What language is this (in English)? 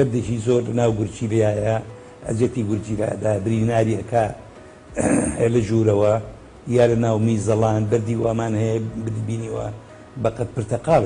Central Kurdish